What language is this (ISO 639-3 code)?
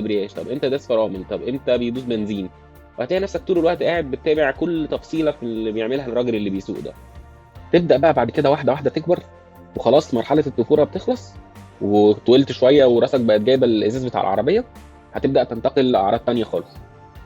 arz